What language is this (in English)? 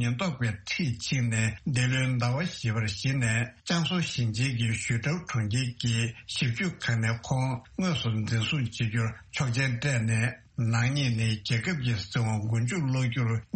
Tibetan